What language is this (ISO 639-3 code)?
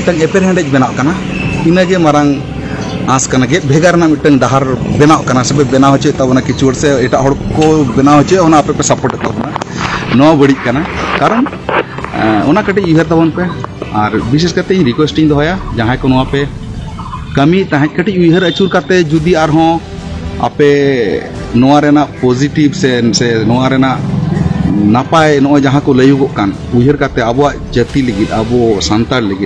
sat